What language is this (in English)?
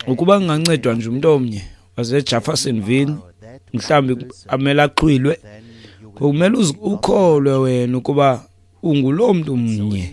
Xhosa